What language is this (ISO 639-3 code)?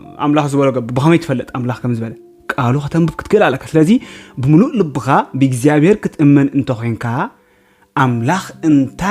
tir